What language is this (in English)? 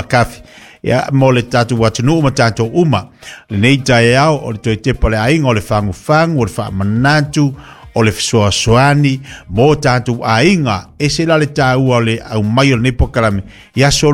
Samoan